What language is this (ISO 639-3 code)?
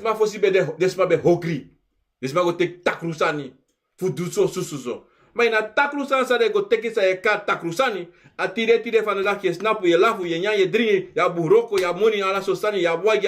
srn